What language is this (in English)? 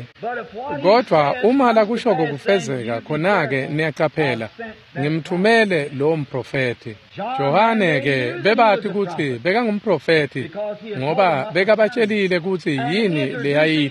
Swati